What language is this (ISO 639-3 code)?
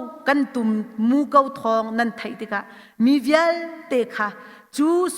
cnh